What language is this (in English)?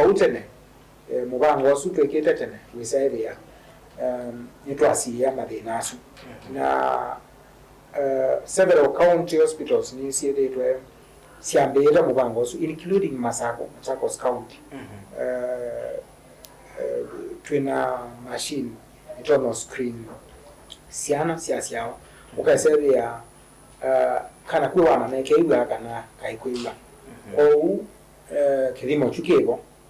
Kamba